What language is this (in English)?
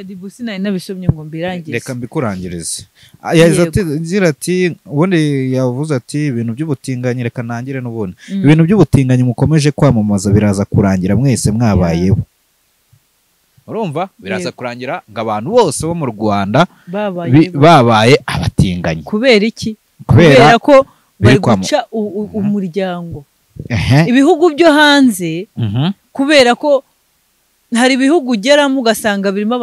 Kinyarwanda